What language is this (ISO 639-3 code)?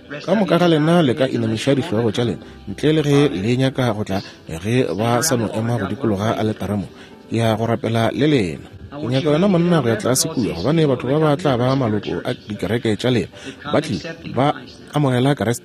nso